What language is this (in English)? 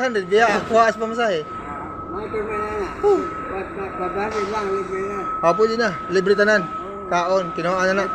Cebuano